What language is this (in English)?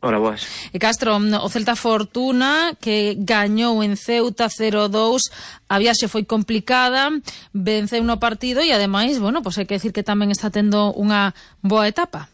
Galician